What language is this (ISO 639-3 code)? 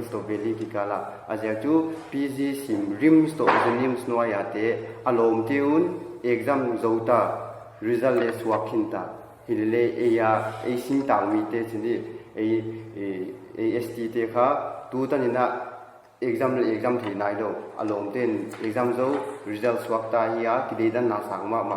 pck